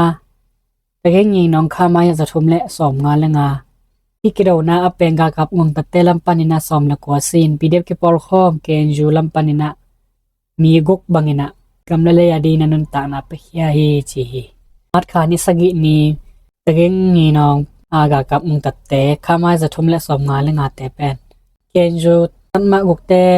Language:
Tedim Chin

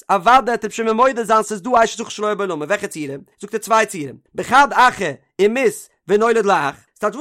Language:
Yiddish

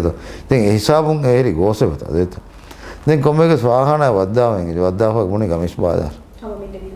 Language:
Divehi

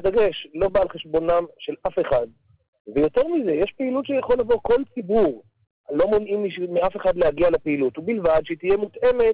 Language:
Hebrew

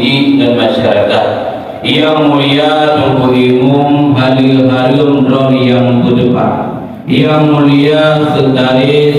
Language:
Achinese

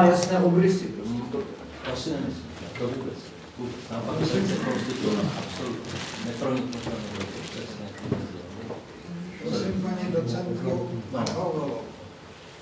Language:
Czech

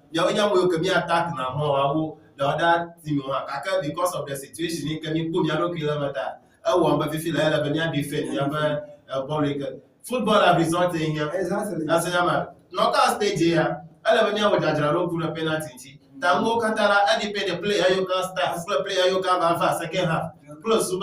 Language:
Ewe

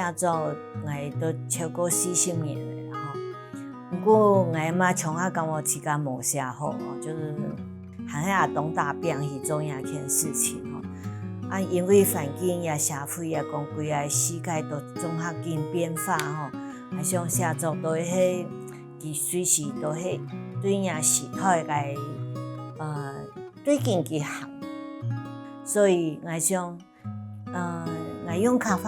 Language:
Hakka Chinese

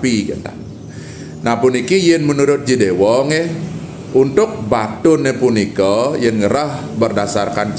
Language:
Balinese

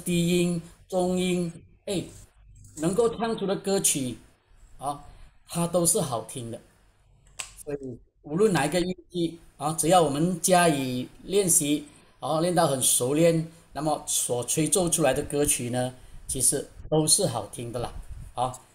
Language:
Chinese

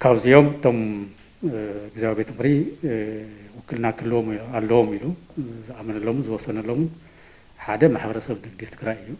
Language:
Tigrinya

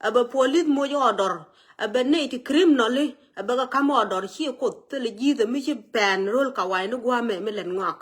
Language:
Nuer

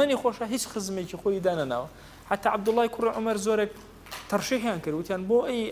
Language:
Central Kurdish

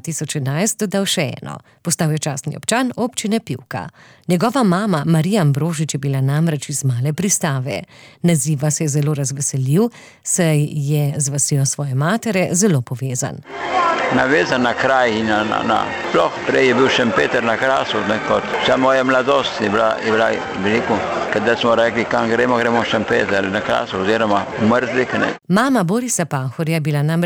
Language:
Slovenian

